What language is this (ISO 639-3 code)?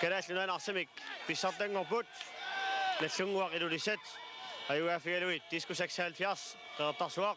kal